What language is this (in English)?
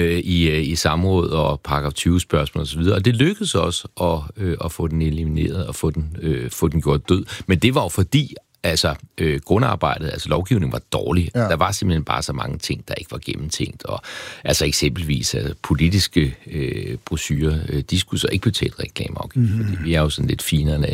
Danish